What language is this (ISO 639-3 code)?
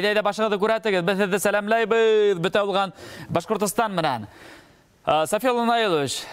bak